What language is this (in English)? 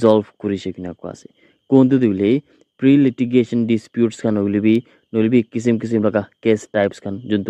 Naga Pidgin